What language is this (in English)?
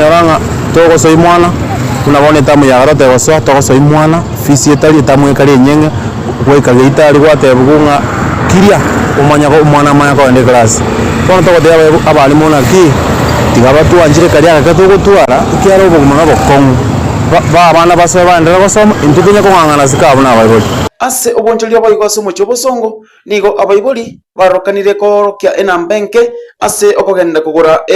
Gusii